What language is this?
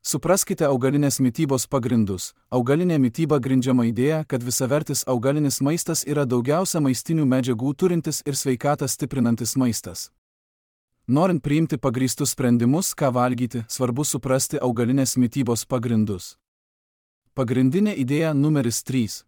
Lithuanian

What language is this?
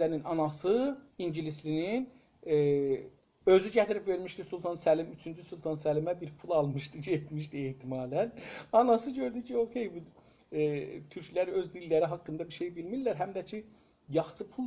South Azerbaijani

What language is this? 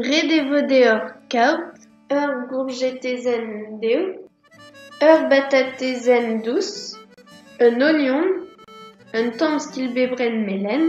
Breton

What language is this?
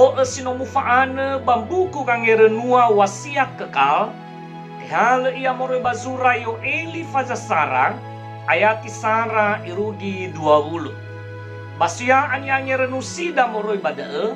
Nias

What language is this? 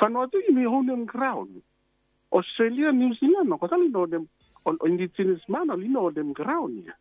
Bislama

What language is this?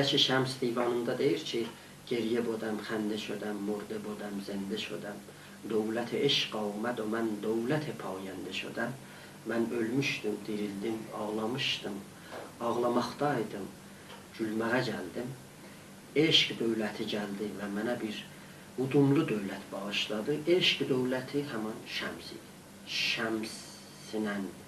South Azerbaijani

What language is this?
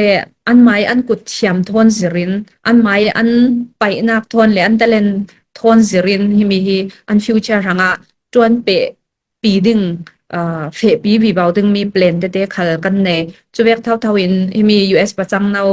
Falam Chin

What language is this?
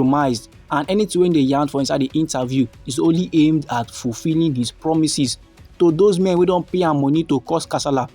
Nigerian Pidgin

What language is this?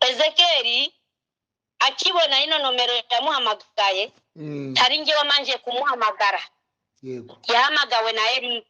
Kinyarwanda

